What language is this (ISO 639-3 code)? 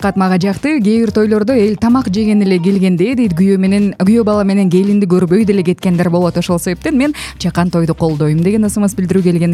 kir